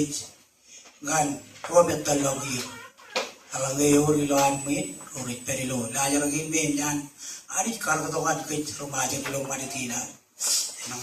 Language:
Marshallese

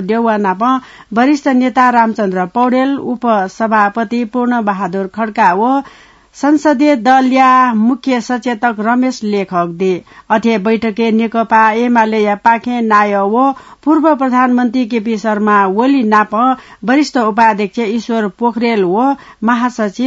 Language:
Newari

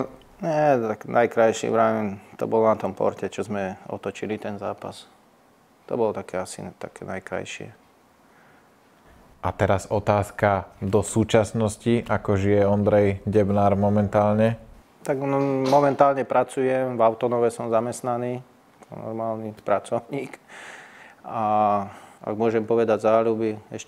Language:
Slovak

